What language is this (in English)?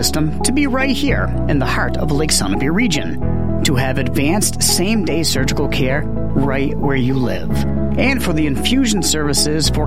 English